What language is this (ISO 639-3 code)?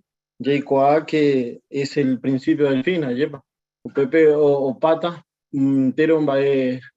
grn